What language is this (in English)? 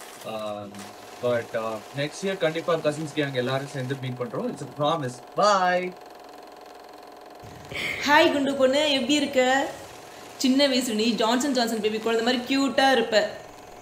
Tamil